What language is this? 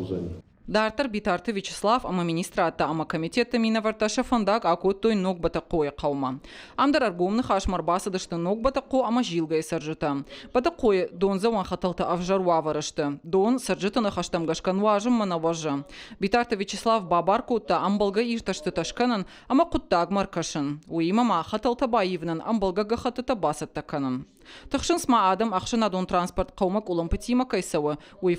Ossetic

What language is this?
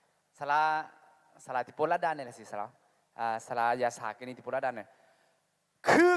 Akha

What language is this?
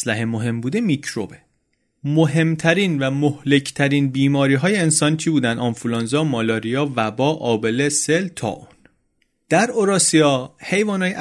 Persian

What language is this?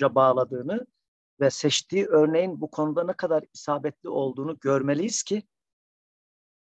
Turkish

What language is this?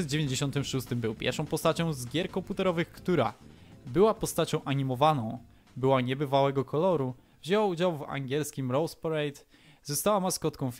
Polish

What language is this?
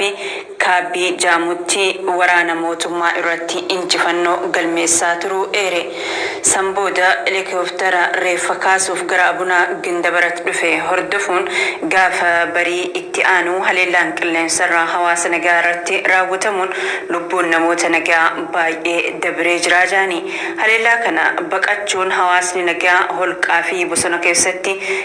Oromo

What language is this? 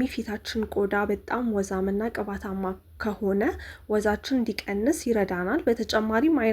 Amharic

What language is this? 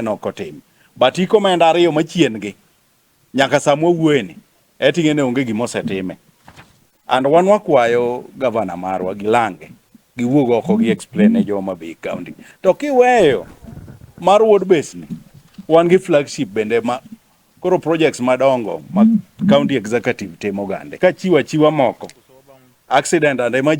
Luo (Kenya and Tanzania)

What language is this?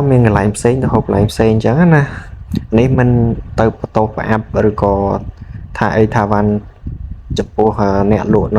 Khmer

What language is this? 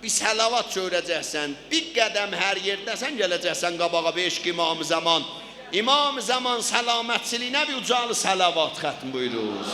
South Azerbaijani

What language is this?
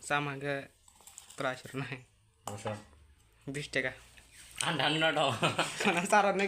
Kok Borok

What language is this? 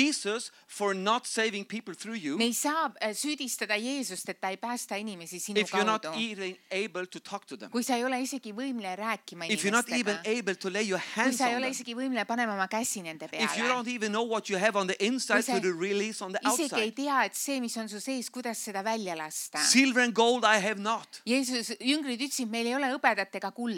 Estonian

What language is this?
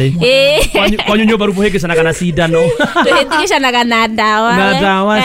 Kikuyu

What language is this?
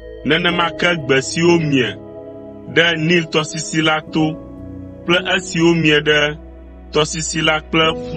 Ewe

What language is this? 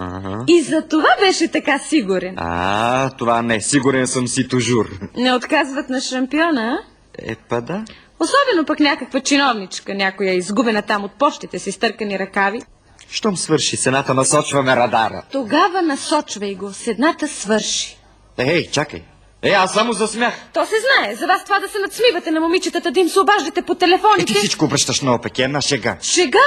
Bulgarian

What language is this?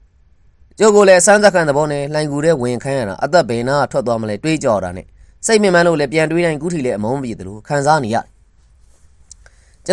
Burmese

